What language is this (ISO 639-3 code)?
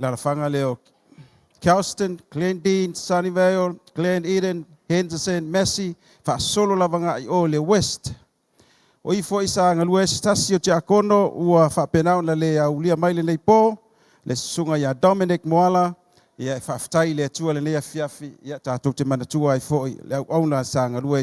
smo